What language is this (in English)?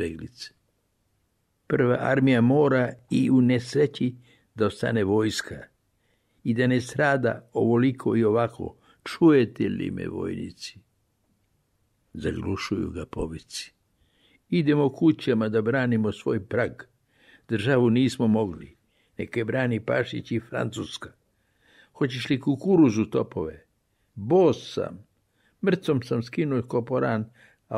Serbian